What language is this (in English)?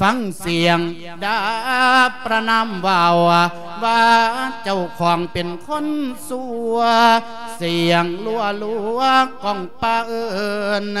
Lao